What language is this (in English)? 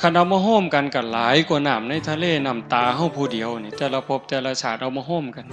Northeastern Thai